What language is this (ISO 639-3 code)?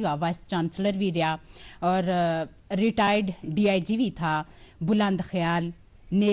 gju